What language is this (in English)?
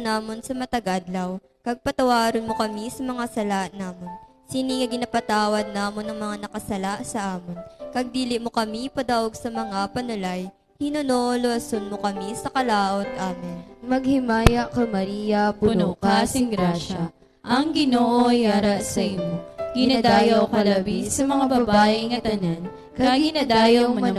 Hiligaynon